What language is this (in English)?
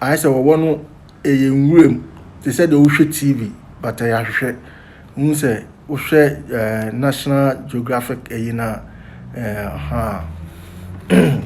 Akan